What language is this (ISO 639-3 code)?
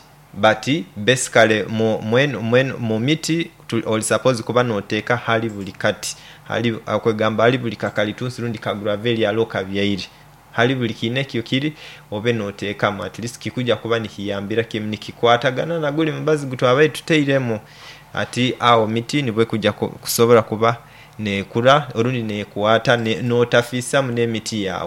nyo